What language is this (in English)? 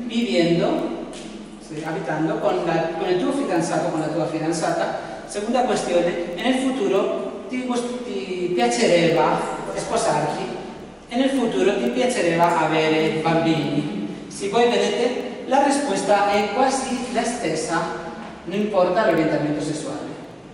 Italian